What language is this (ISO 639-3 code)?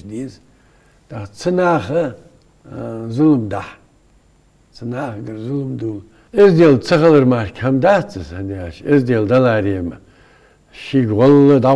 inh